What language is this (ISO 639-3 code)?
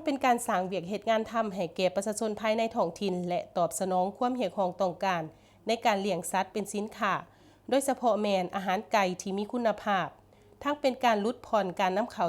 lao